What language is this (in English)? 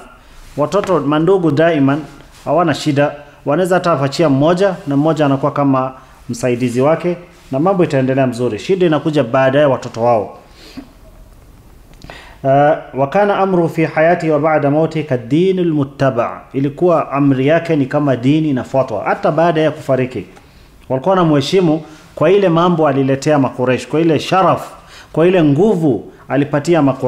Swahili